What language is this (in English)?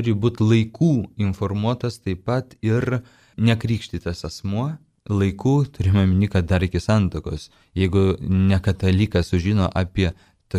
Lithuanian